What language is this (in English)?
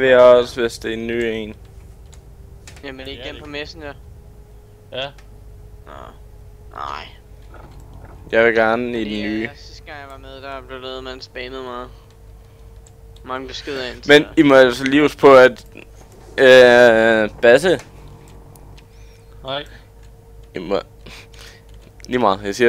Danish